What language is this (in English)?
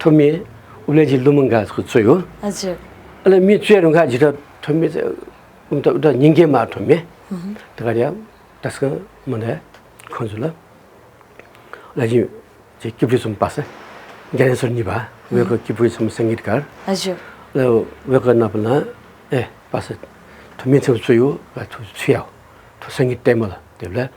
Newari